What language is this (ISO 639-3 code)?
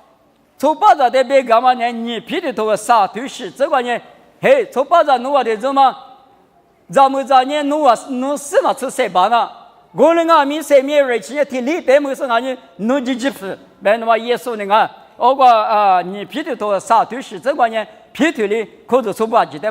lis